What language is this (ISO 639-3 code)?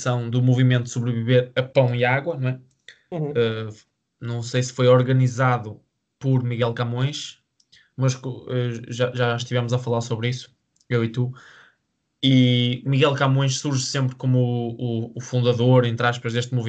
por